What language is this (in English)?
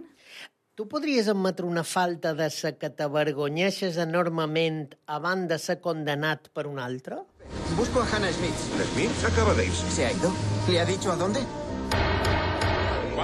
Catalan